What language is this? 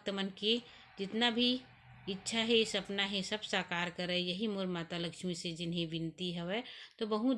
Chhattisgarhi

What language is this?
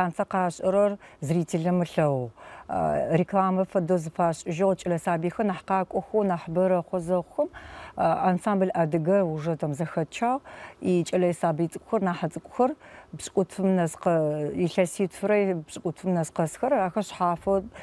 Adyghe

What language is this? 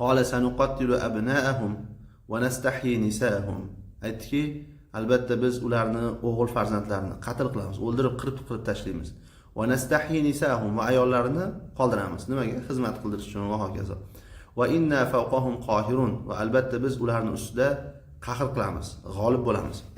Uzbek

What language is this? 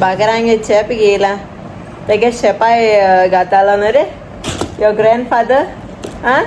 Konkani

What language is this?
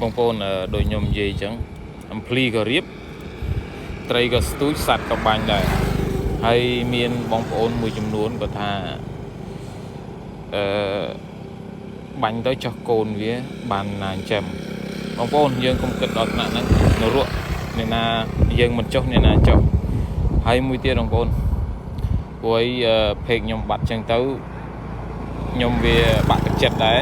Khmer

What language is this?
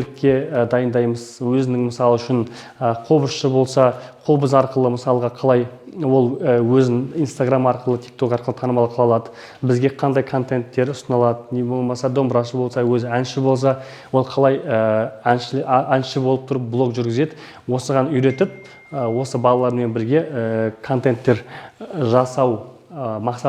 Kazakh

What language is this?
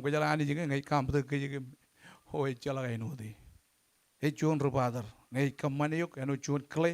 Marshallese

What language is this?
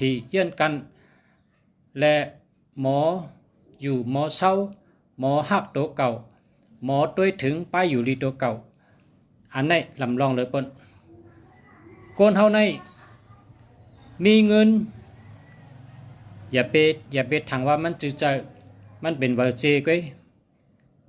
Shan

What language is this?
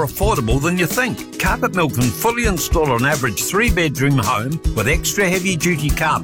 English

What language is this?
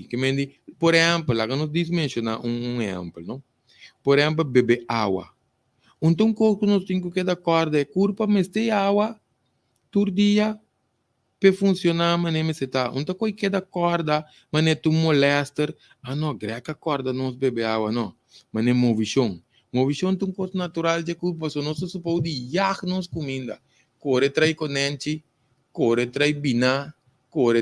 Papiamento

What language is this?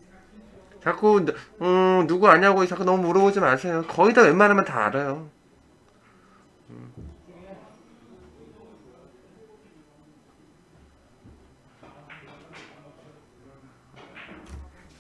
Korean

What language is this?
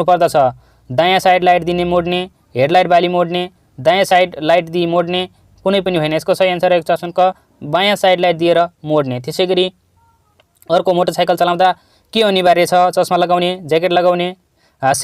Nepali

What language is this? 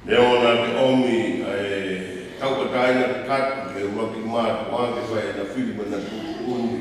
Tongan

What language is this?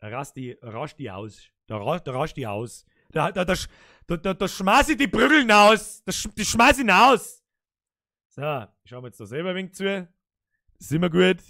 Bavarian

